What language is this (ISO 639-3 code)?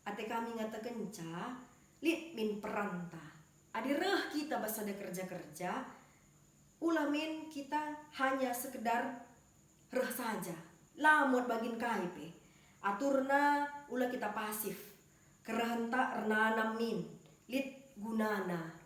btx